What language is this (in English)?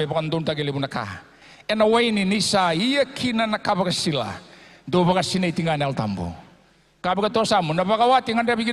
Fijian